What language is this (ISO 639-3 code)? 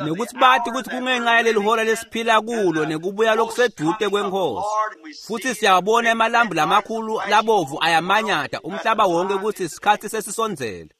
ssw